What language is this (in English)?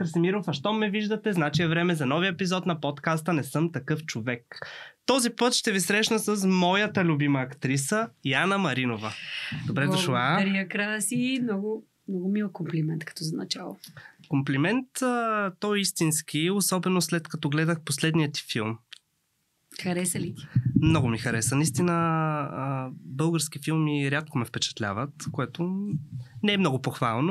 Bulgarian